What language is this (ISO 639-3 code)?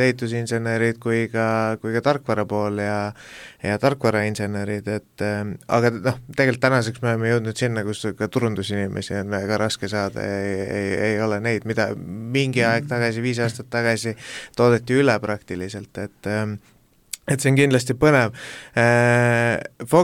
est